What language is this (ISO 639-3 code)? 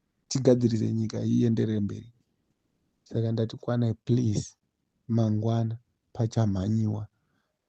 sna